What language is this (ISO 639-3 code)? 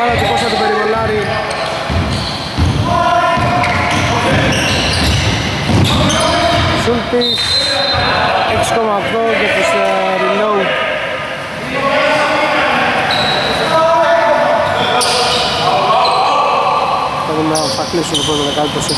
ell